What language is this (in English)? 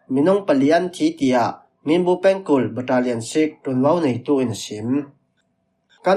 Falam Chin